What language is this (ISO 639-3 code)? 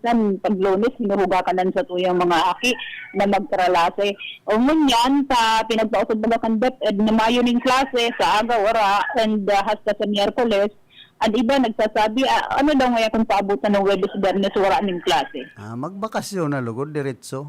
bik